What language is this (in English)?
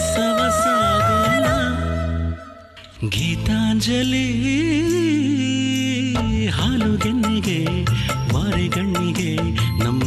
Kannada